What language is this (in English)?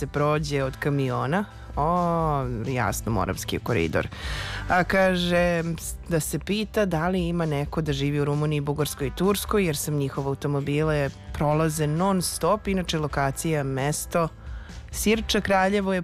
Serbian